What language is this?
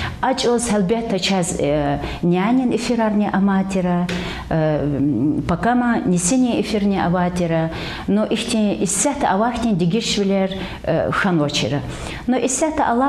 Lezghian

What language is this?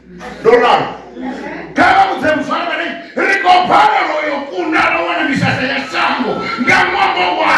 Venda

